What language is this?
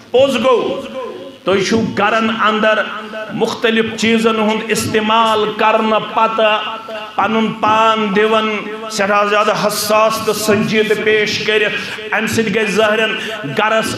Kashmiri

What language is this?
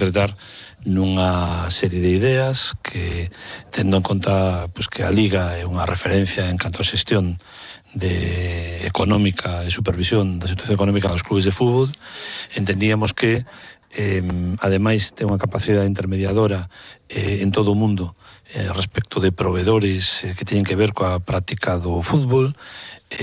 Galician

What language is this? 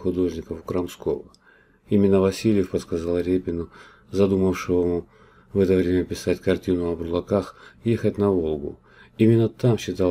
Russian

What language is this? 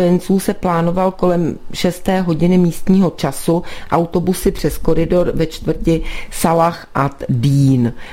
Czech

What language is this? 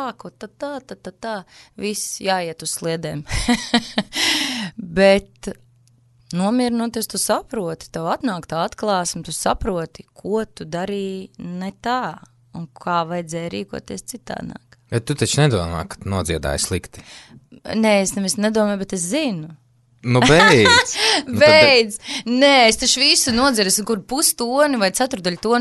Latvian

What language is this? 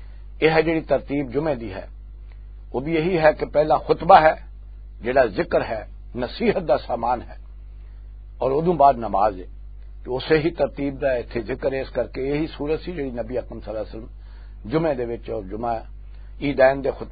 Western Panjabi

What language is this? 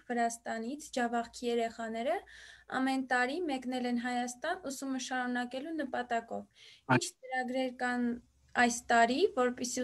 Armenian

